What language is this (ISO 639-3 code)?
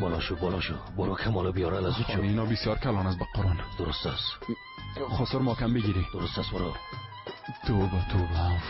fas